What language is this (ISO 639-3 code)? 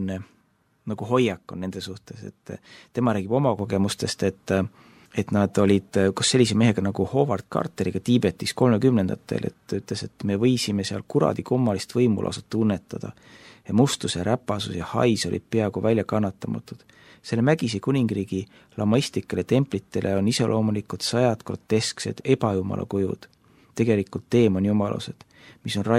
est